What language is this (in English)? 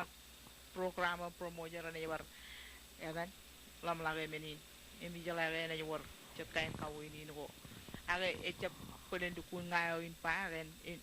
Marshallese